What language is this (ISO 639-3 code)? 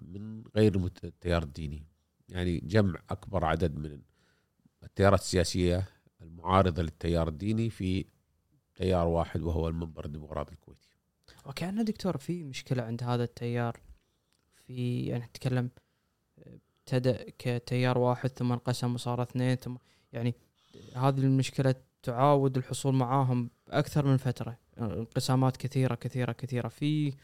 afb